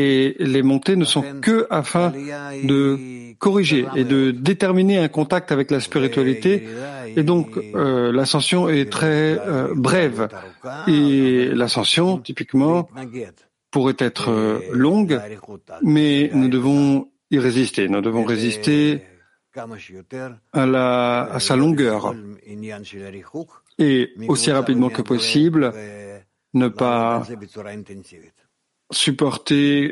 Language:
French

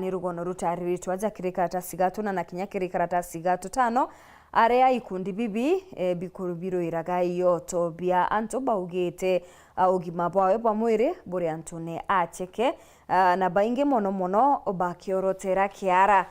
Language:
Meru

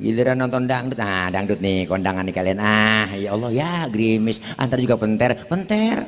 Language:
Betawi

